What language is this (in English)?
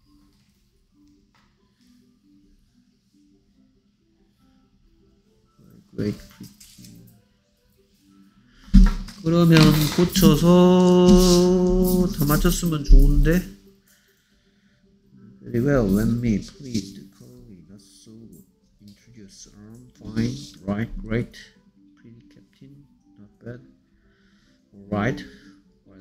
Korean